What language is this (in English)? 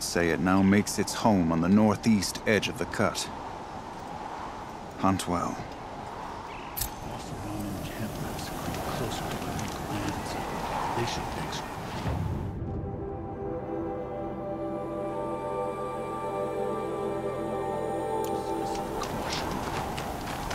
English